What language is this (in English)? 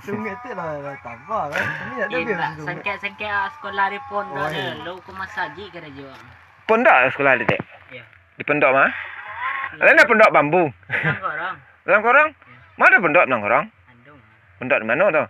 Minangkabau